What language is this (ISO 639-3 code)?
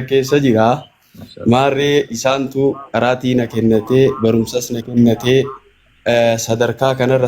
orm